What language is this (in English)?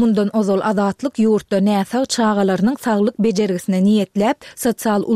Turkmen